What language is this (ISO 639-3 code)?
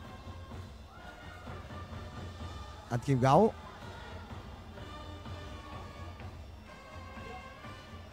vie